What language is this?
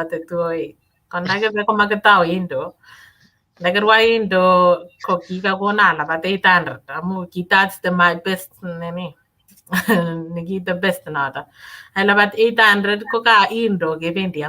Kalenjin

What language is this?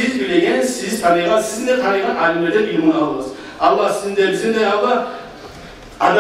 Kumyk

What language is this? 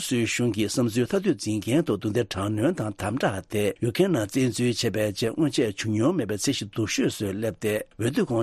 Tibetan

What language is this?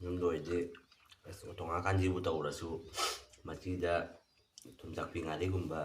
Manipuri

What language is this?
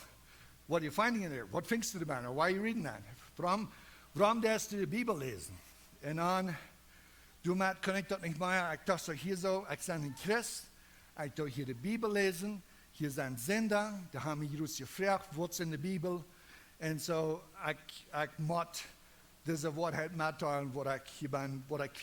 Plautdietsch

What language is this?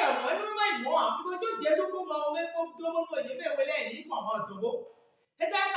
Fon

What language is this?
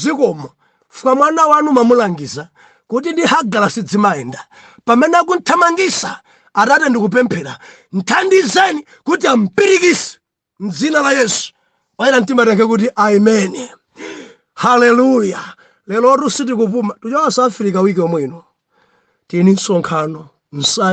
Nyanja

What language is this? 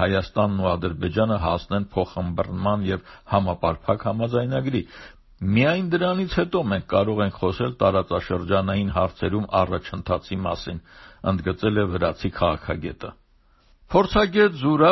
Armenian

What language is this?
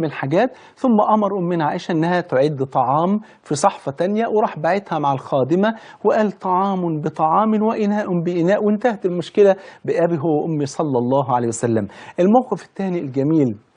Egyptian Arabic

